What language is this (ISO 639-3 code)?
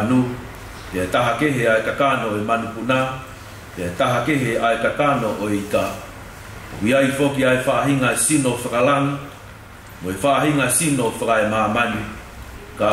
ton